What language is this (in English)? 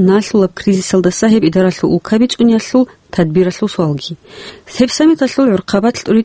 Avaric